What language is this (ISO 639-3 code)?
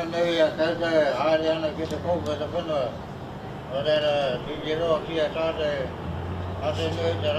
mri